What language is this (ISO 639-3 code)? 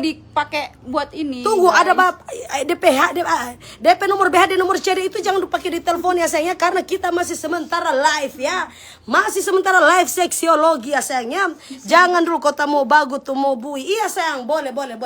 xmm